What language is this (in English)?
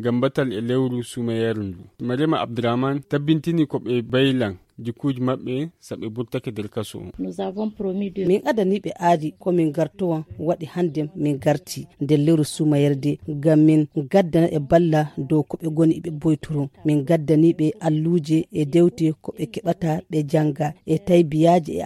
Nigerian Fulfulde